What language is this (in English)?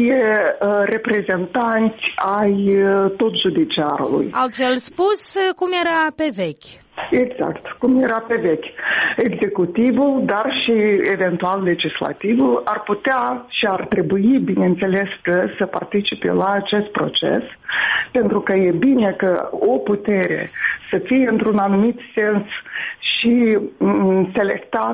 Romanian